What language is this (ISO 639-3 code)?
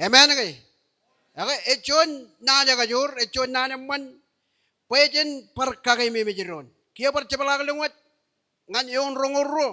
mah